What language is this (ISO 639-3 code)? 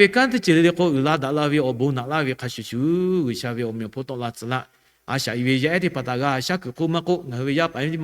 lhu